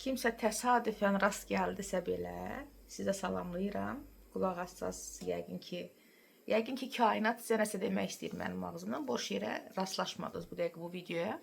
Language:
Azerbaijani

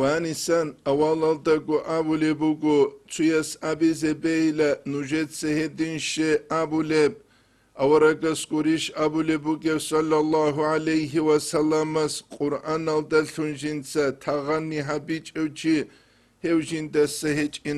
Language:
Avaric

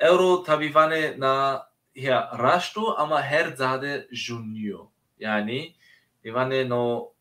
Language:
Zaza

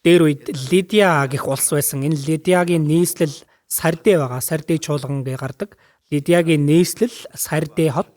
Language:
Mongolian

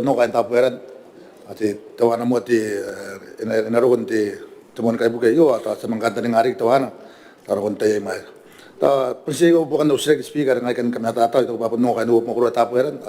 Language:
Gilbertese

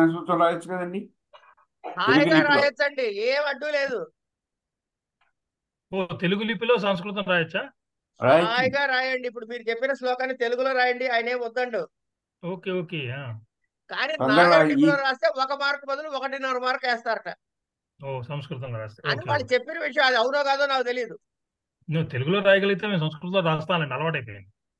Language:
Telugu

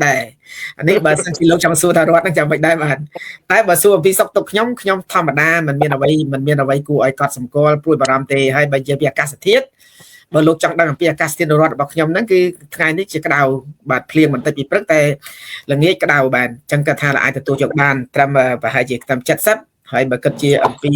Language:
Khmer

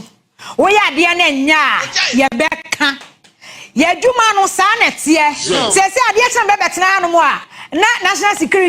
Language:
Akan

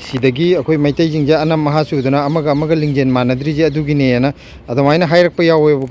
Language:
Manipuri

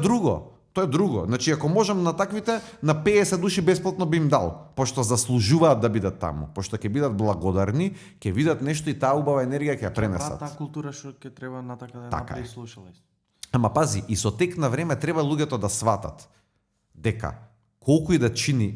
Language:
Macedonian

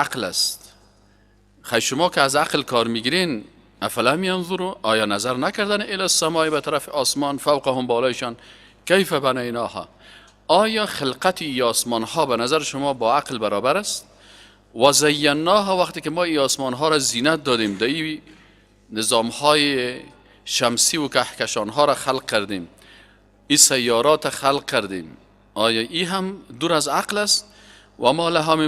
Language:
Persian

